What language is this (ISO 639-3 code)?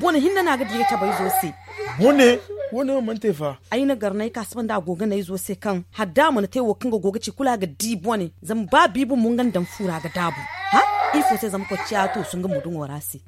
dje